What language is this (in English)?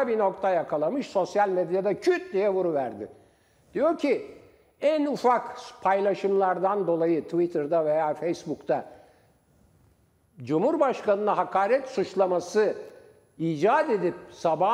Turkish